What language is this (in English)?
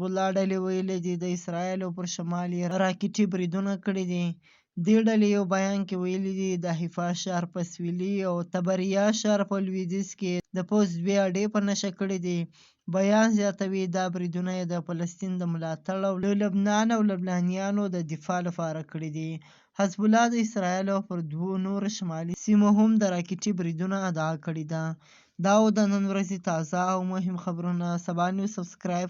Pashto